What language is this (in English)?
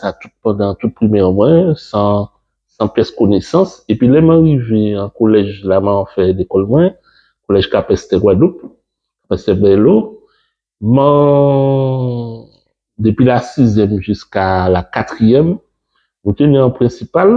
Guadeloupean Creole French